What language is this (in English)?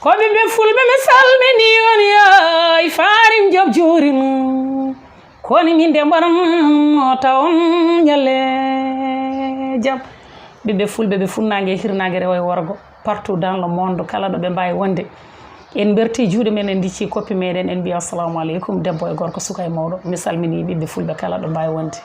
Fula